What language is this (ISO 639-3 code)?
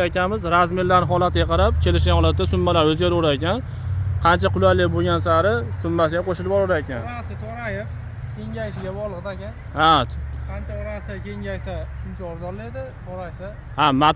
uzb